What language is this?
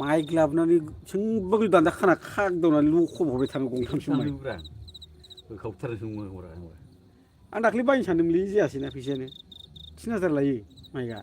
Bodo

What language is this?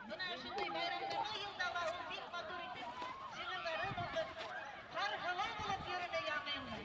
Bashkir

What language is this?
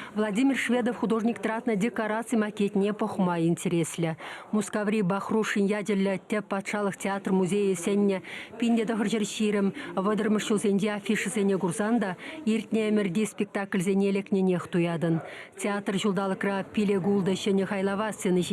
Chuvash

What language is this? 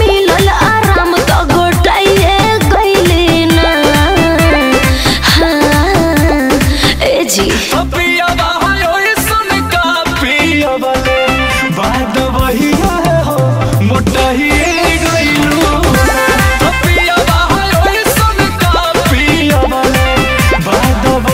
Bhojpuri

